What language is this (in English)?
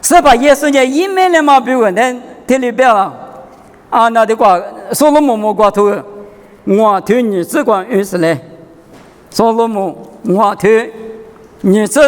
Lisu